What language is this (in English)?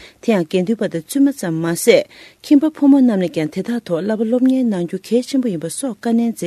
Tibetan